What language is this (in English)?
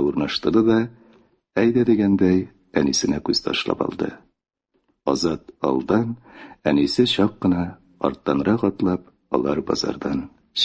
Tatar